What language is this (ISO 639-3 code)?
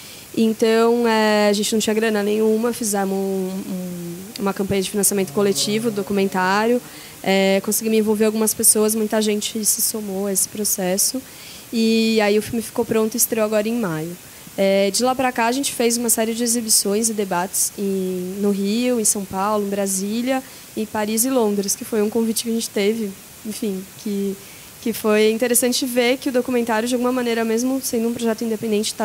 por